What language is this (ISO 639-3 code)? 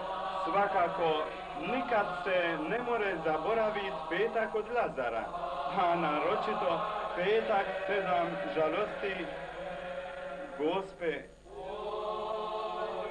hrv